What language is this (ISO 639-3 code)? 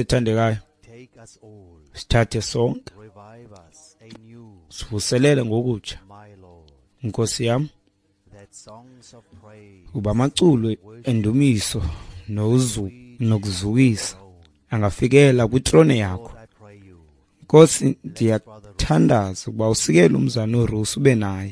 xho